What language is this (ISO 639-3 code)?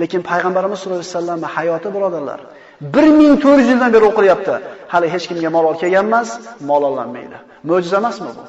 uzb